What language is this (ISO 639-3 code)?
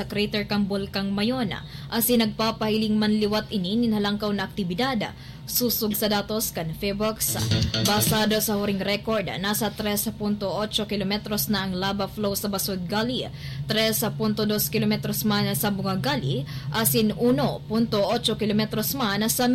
bik